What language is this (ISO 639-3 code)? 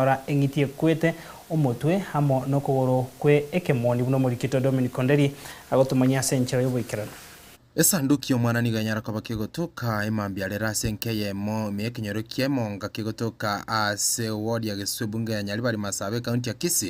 guz